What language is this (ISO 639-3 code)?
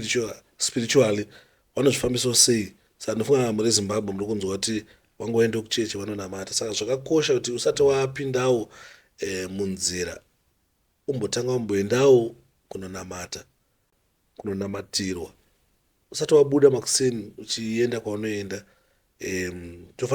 sna